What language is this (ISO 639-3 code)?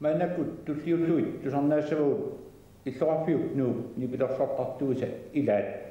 kal